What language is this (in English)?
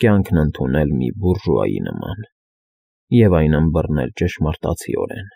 Armenian